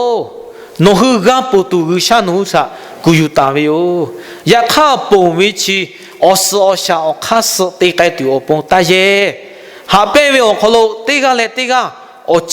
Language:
Lahu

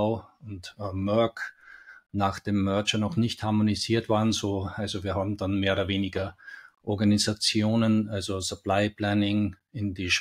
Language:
German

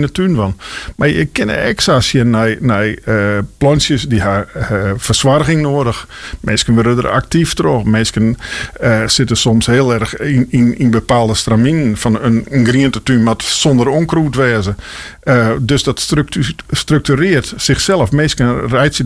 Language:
Western Frisian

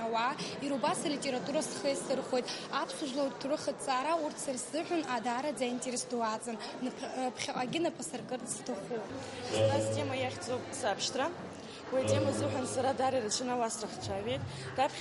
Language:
Abkhazian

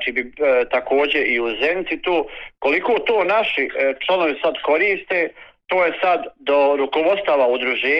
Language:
Bosnian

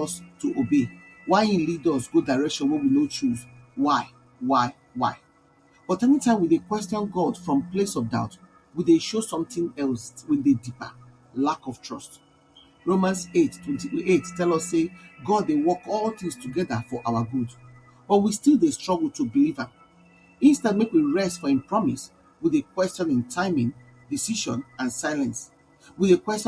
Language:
Nigerian Pidgin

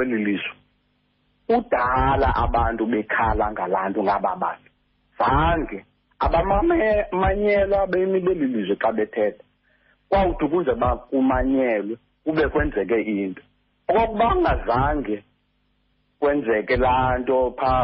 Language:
Xhosa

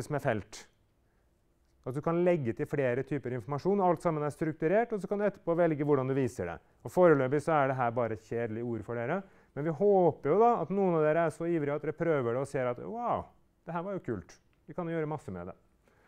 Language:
Norwegian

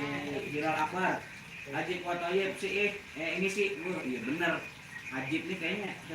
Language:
Betawi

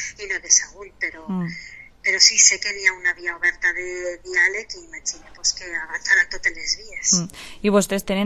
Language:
Catalan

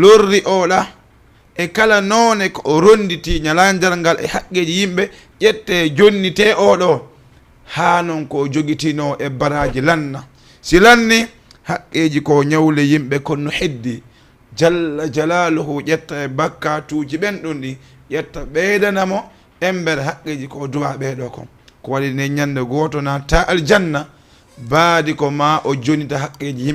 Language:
Fula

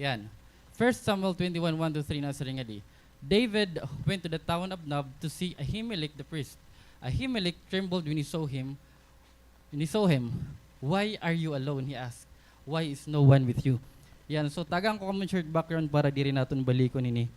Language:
Waray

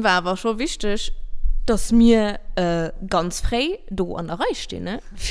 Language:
Luxembourgish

